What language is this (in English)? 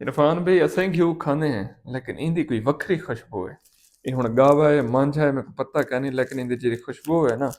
Saraiki